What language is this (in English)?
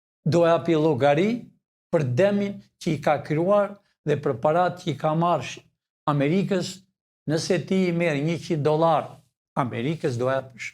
Albanian